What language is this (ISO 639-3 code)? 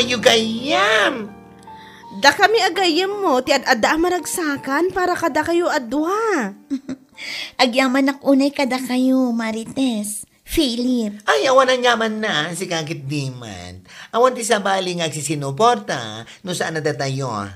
ilo